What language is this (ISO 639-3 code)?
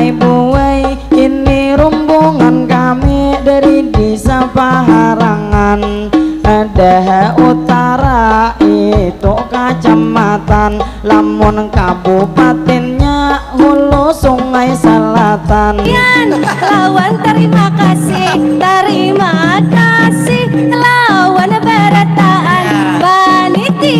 bjn